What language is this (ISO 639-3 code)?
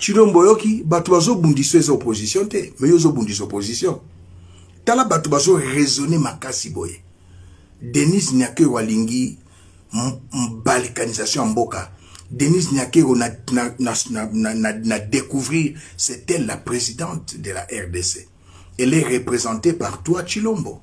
lin